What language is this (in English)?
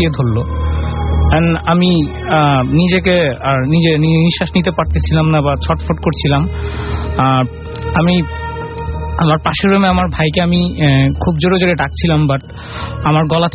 Bangla